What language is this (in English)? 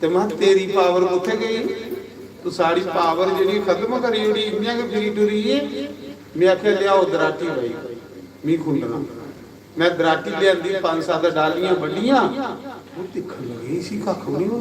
Dogri